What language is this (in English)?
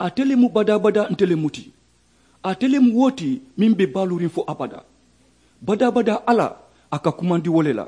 Mandingo